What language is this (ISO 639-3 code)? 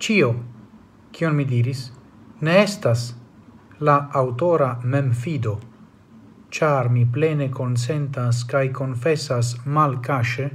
epo